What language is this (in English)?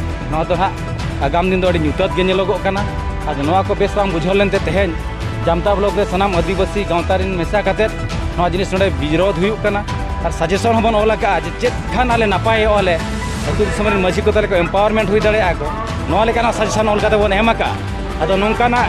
Santali